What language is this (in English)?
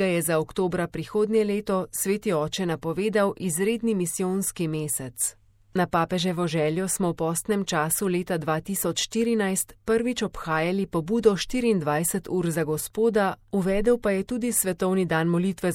Slovenian